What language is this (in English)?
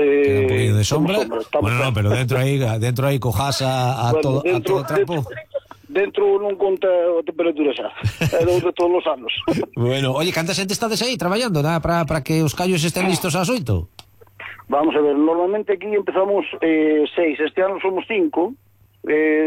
Galician